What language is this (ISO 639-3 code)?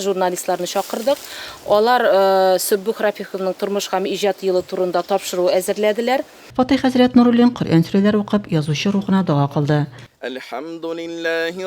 tat